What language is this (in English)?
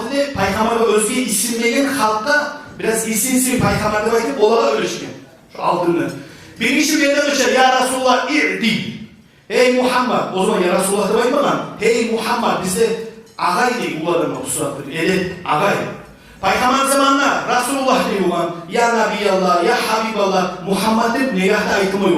Kumyk